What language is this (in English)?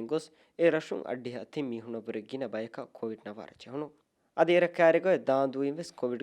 Divehi